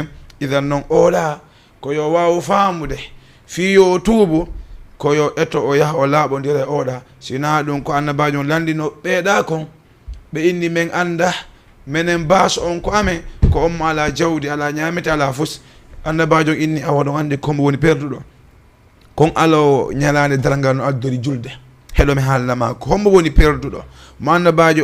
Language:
Fula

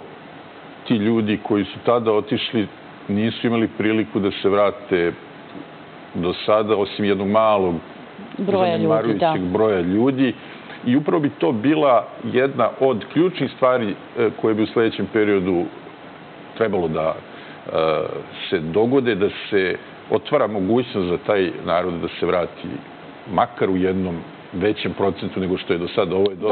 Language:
Serbian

